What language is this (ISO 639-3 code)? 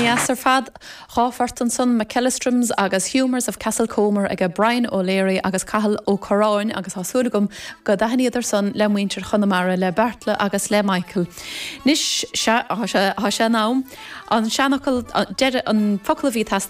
gle